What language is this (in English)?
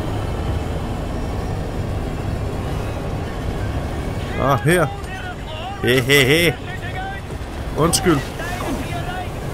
Danish